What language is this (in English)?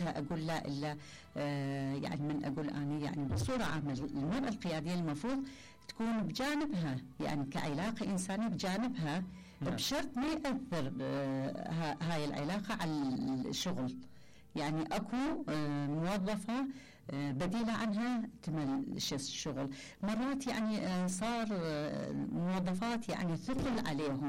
Mesopotamian Arabic